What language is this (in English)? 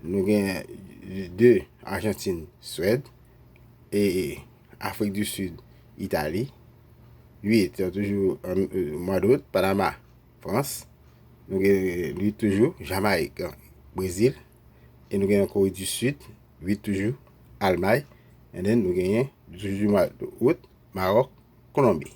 Haitian Creole